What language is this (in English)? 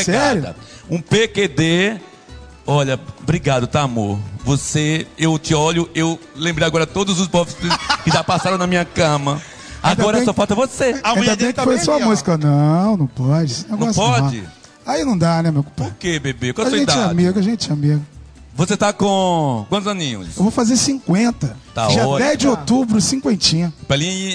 Portuguese